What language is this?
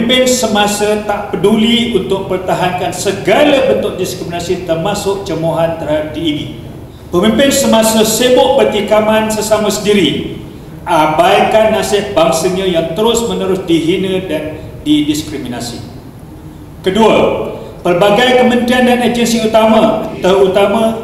Malay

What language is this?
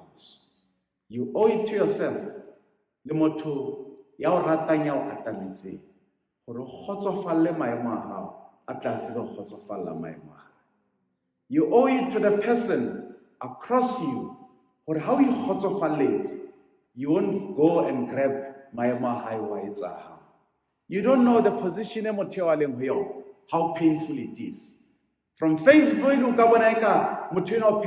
Southern Sotho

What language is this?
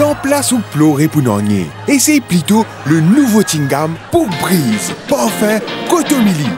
Morisyen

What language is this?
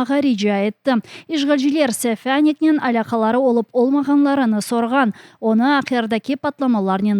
Crimean Tatar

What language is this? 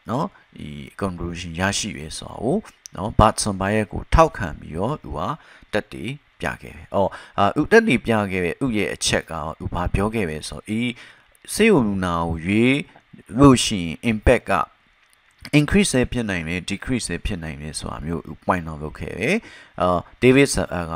Burmese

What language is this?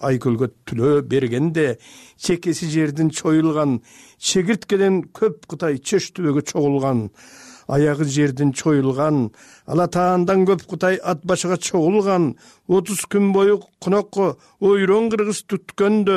Kyrgyz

